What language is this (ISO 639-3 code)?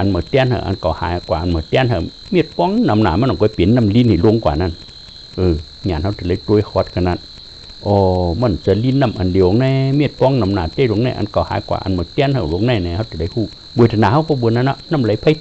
shn